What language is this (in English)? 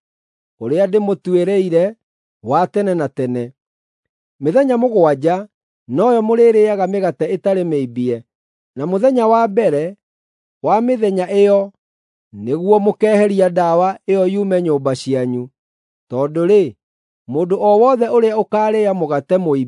Kikuyu